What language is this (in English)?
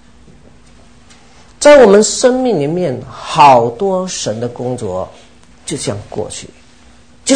Chinese